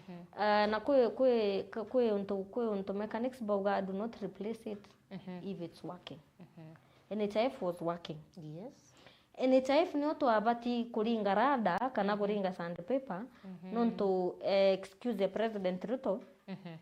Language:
Meru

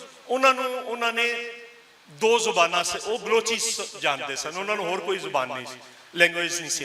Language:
Western Panjabi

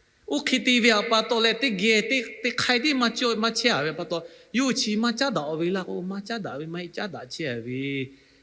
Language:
Lahu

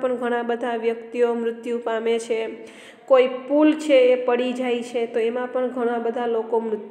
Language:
Gujarati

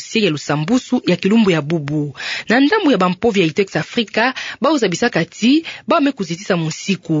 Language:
Kituba (Democratic Republic of Congo)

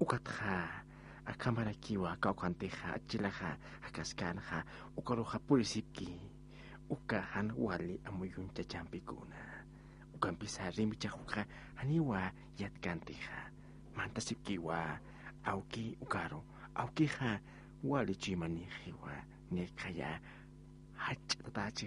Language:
Aymara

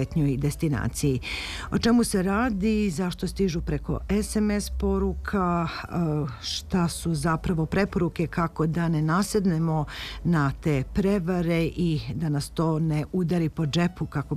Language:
Serbian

